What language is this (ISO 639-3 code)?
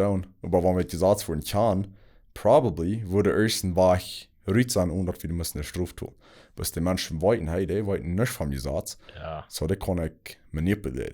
pdt